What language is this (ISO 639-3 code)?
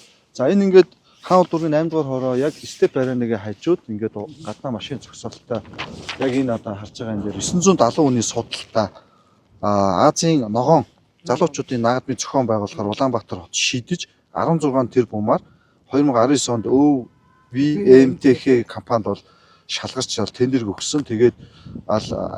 mon